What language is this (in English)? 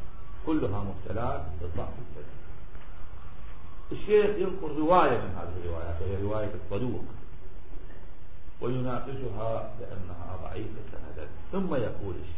Arabic